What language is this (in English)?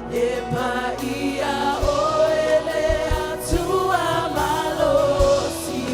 Samoan